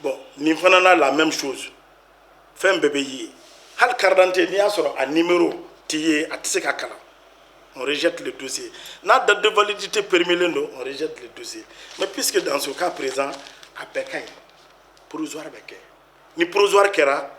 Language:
Bambara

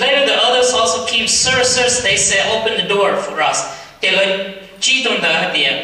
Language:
Hmong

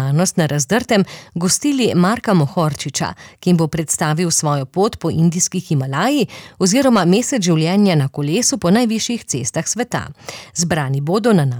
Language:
Slovenian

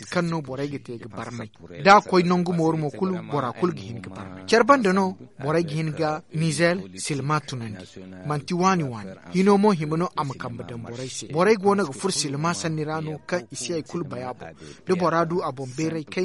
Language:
Zarma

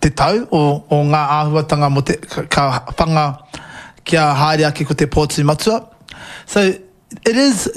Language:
Māori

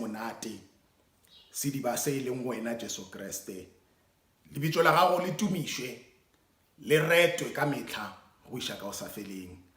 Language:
Northern Sotho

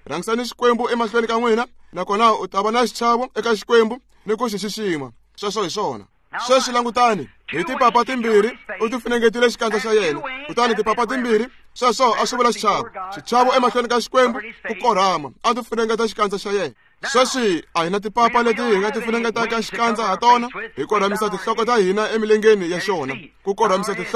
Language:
Tsonga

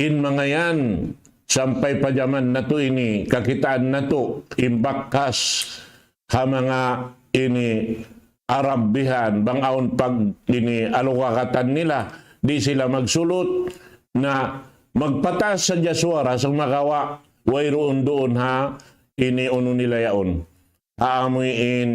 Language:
Tausug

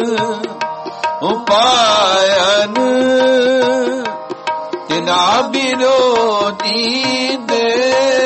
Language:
Punjabi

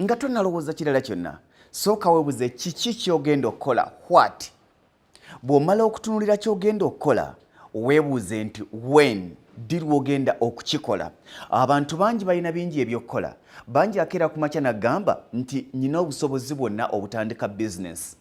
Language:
Ganda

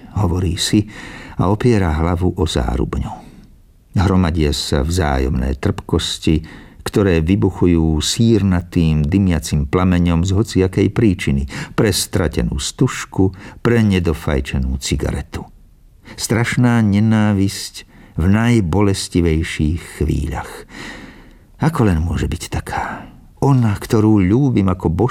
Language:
Slovak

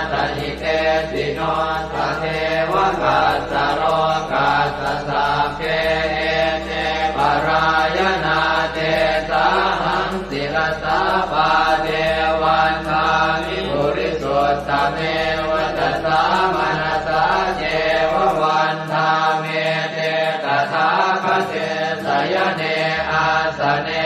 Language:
Pali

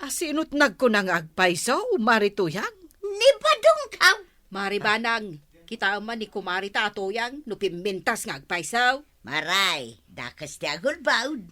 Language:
Iloko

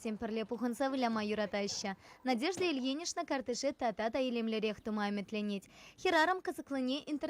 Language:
Chuvash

